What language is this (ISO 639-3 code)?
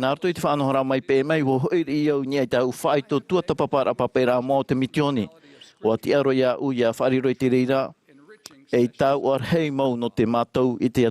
tah